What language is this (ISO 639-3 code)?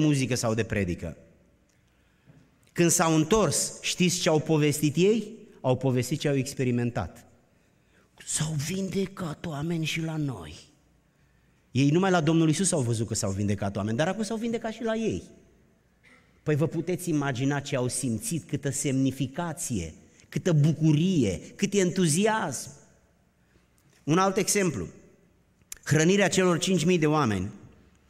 ron